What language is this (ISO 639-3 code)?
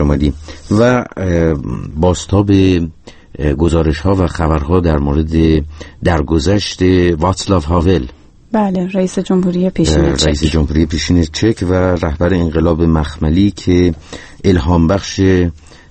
fas